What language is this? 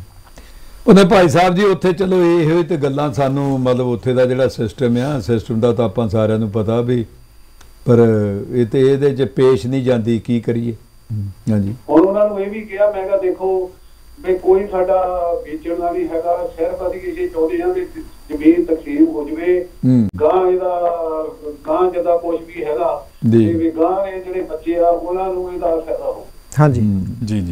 Punjabi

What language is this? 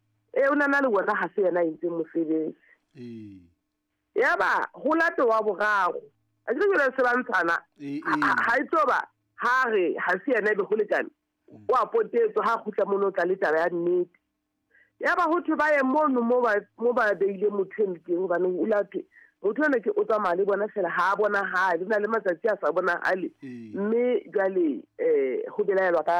Southern Sotho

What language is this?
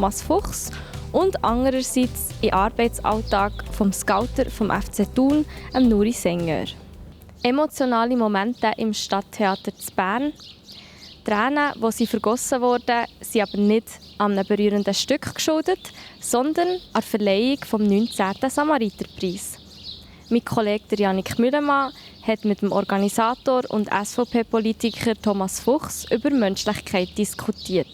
Swiss German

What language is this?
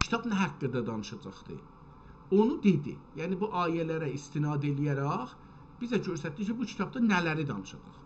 South Azerbaijani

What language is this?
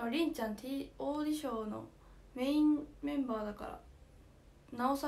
Japanese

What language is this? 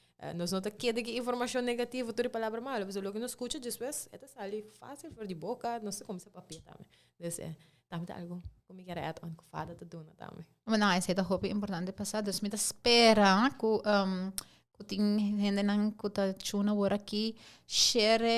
Papiamento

